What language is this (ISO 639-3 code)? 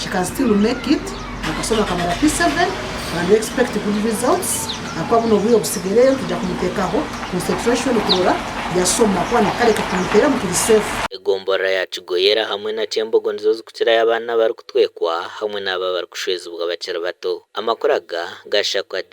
nyn